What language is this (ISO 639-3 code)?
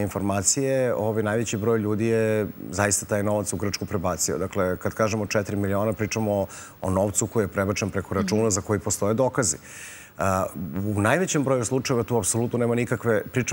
srp